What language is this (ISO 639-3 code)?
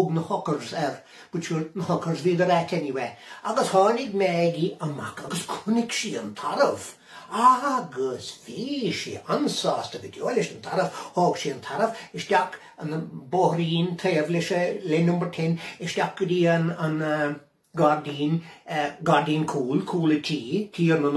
gle